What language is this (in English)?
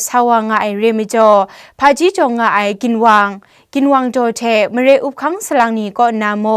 Kachin